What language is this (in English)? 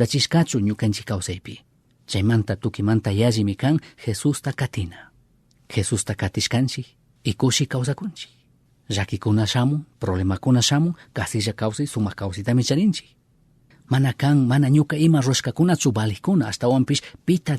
Chimborazo Highland Quichua